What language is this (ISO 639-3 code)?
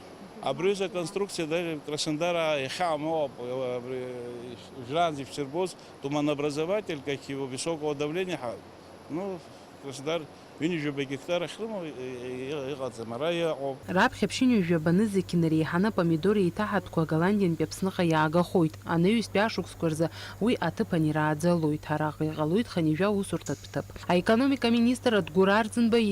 abk